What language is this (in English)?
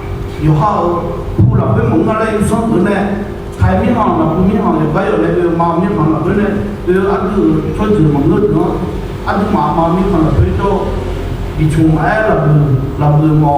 Akha